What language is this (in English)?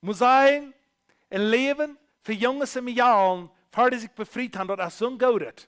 Plautdietsch